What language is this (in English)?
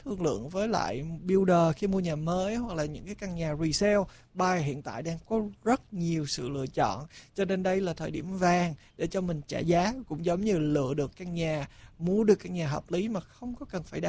Vietnamese